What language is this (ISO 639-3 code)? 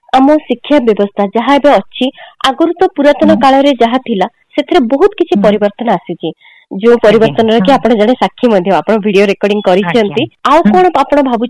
ori